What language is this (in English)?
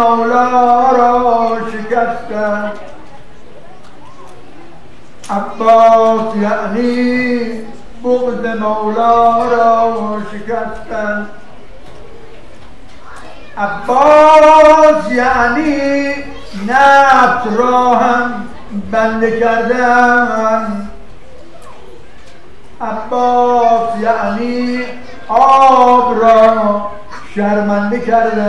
Persian